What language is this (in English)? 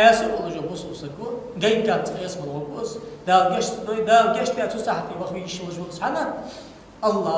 Ingush